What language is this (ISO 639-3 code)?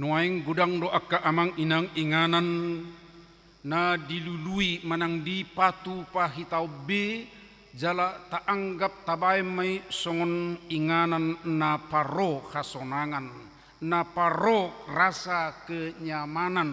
bbc